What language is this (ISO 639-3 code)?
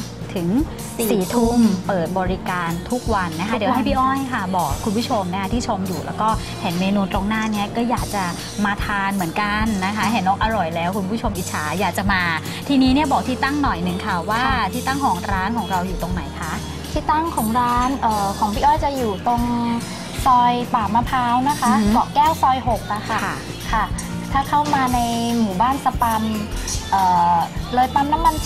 tha